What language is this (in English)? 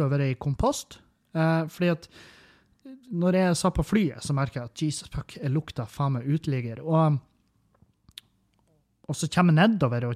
Norwegian